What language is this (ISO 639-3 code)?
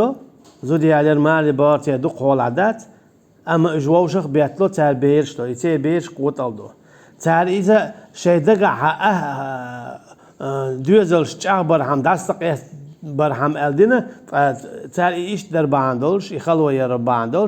che